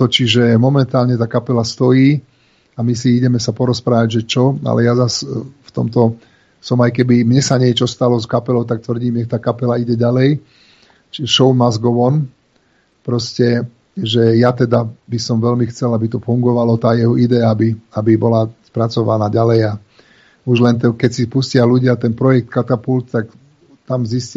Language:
Slovak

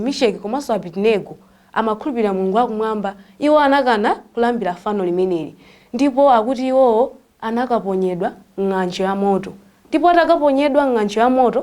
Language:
Nyanja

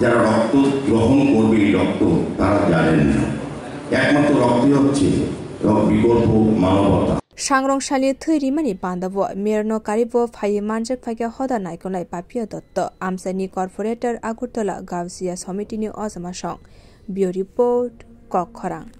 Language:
Kok Borok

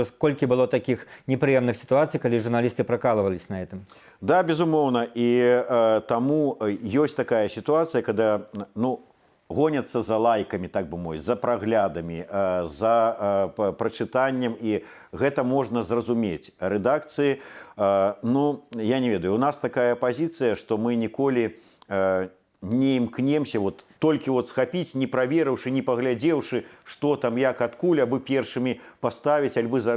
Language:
Belarusian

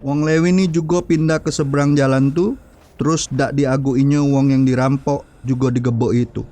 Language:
Musi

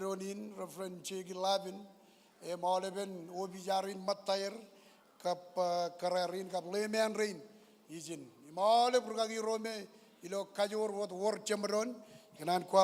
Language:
Marshallese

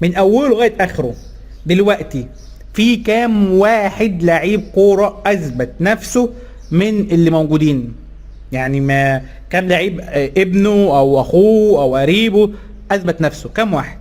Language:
Egyptian Arabic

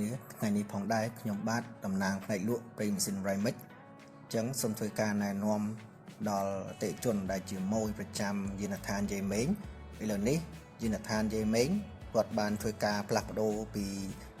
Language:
Khmer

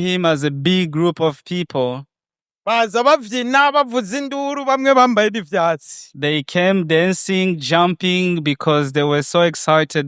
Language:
Rundi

